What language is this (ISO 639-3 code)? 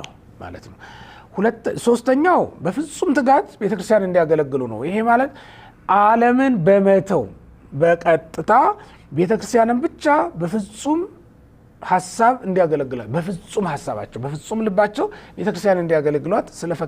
amh